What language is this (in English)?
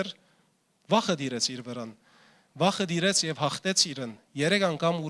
Western Armenian